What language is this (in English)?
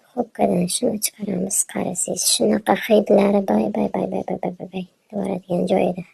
Uzbek